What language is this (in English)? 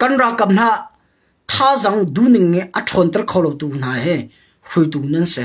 Hakha Chin